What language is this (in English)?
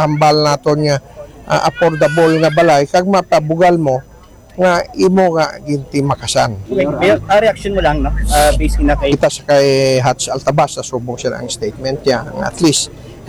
Hiligaynon